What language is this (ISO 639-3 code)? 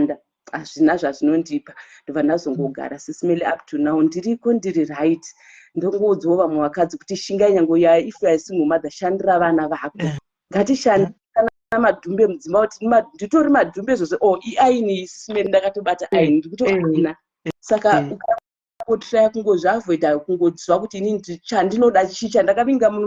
sna